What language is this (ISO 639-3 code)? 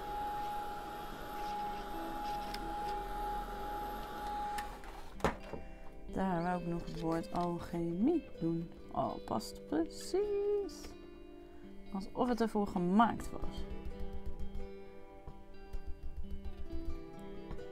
nld